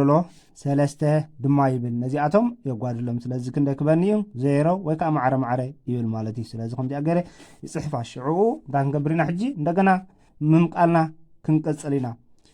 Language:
Tigrinya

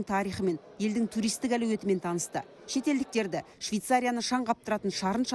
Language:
Kazakh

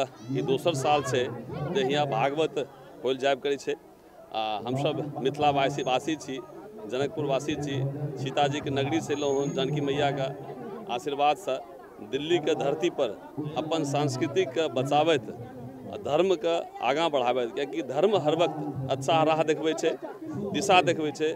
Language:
Maithili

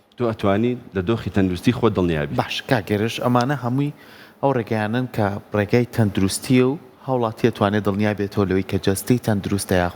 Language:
Central Kurdish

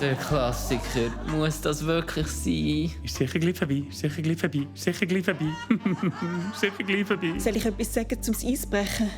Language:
Swiss German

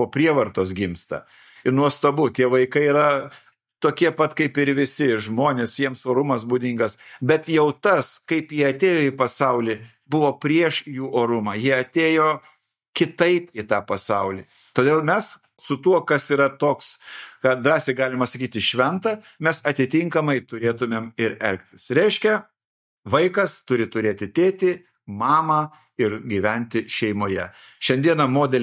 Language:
Lithuanian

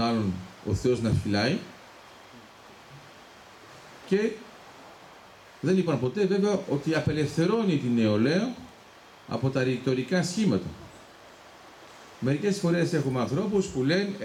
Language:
Greek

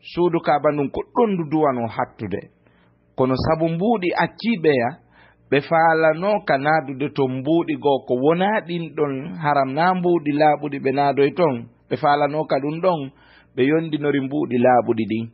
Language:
Fula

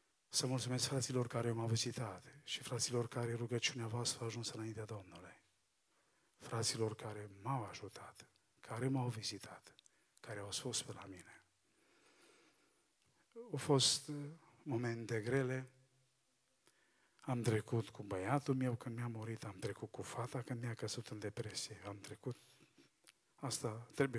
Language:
Romanian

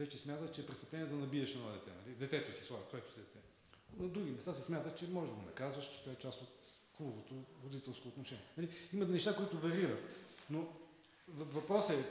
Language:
Bulgarian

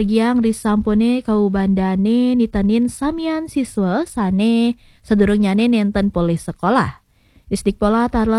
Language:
Balinese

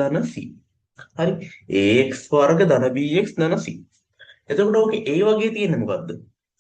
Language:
Sinhala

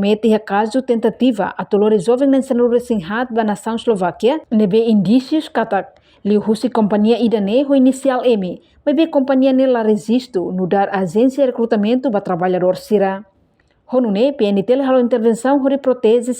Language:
Tetum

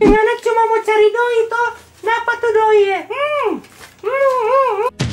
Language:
Manado Malay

